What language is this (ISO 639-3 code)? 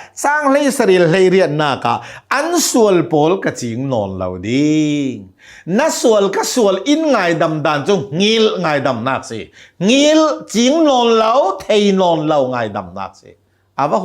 cnh